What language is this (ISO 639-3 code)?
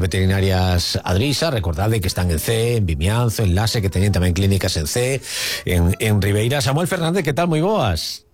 glg